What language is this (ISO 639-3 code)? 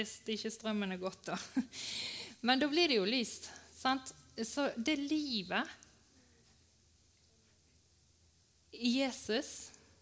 nor